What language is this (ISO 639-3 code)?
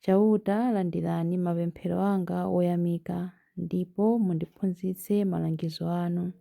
nya